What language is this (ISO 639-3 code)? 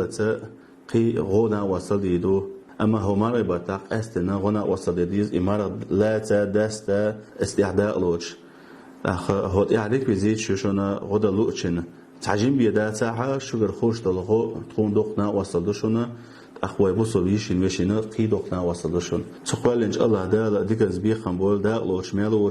che